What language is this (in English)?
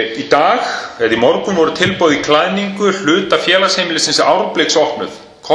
Icelandic